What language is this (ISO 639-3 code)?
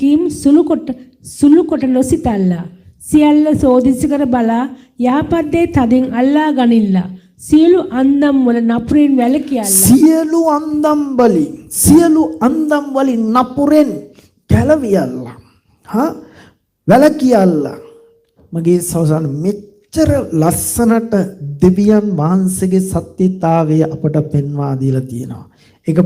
sin